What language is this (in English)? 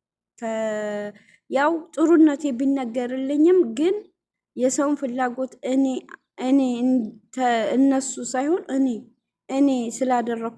Amharic